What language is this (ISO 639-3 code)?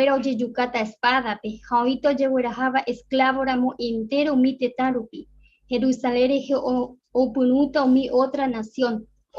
grn